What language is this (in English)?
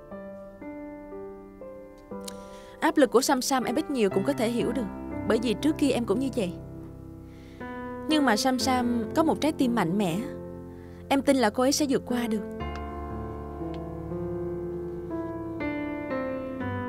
Vietnamese